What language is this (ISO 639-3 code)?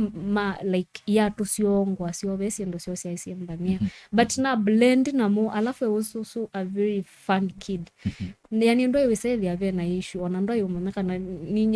kam